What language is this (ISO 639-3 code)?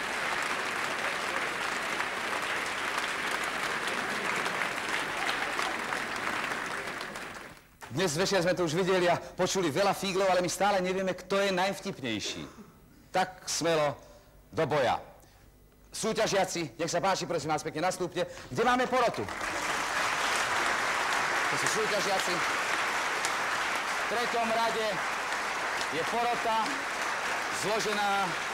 slk